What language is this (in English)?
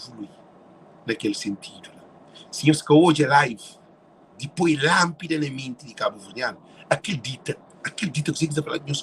Kabuverdianu